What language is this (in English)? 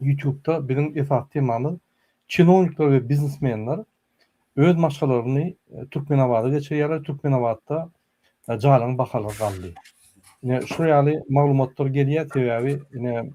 Turkmen